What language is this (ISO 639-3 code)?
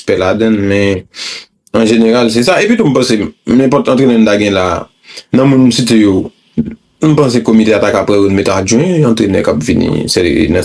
hat